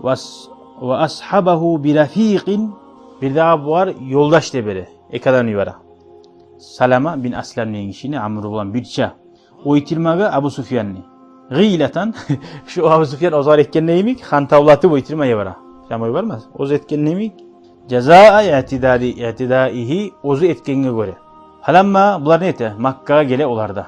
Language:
Kumyk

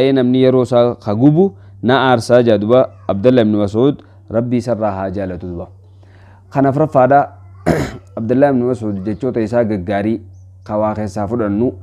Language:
Oromo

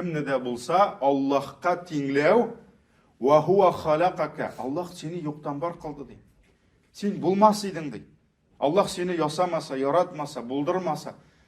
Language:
Tatar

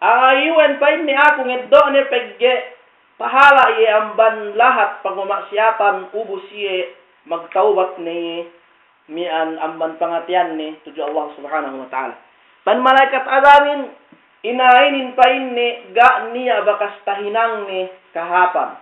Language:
Yakan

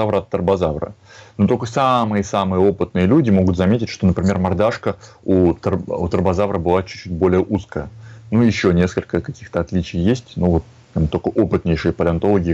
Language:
Russian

